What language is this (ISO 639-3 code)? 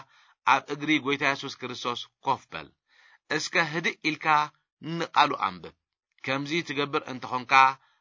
tir